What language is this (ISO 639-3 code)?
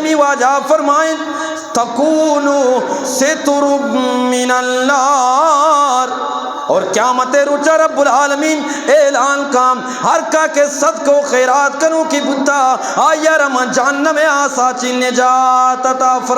bgp